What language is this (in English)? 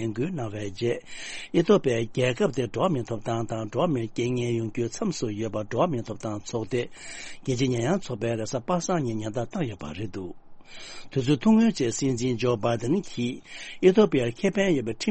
Tibetan